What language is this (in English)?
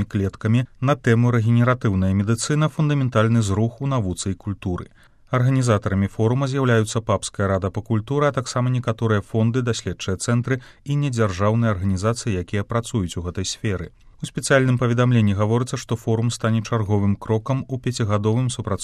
Belarusian